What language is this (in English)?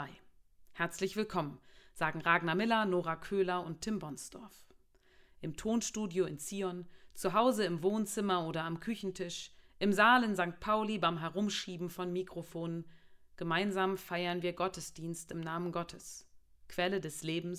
German